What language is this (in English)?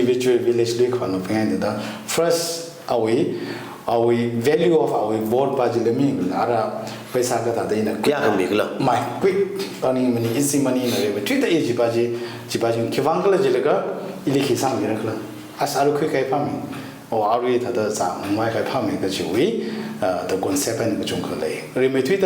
Tangkhul Naga (India)